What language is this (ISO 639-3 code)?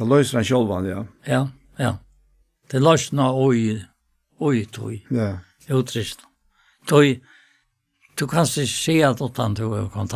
fao